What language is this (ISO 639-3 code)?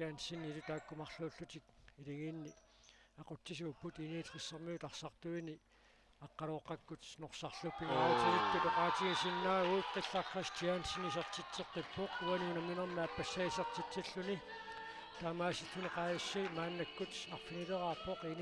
kal